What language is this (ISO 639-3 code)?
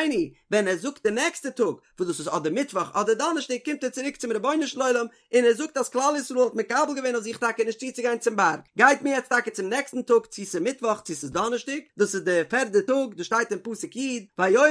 yid